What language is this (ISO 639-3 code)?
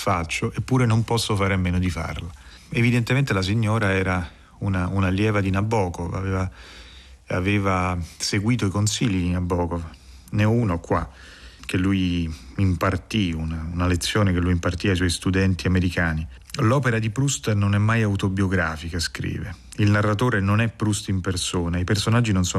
ita